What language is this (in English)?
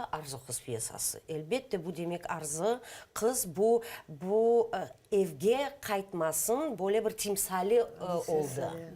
Crimean Tatar